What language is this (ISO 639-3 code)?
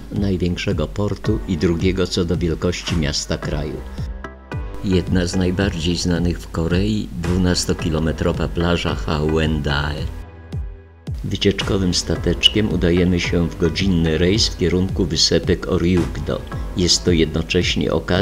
pol